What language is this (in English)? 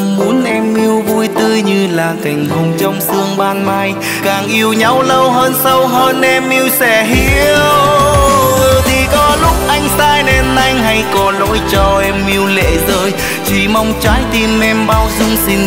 Vietnamese